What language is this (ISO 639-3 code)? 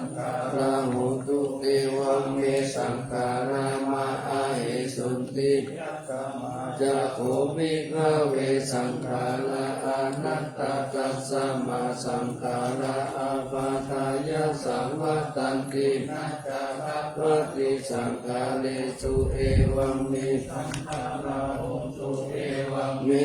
pli